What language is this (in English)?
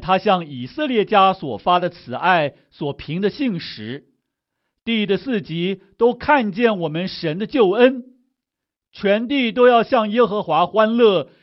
Chinese